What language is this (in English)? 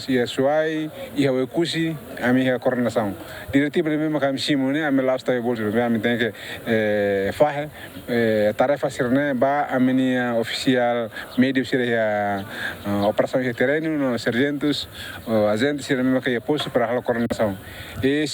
Tetum